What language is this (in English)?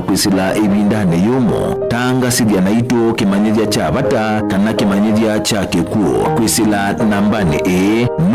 Kamba